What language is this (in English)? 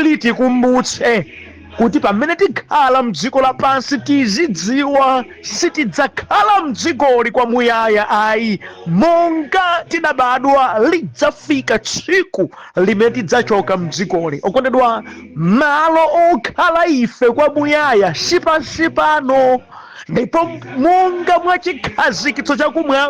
Nyanja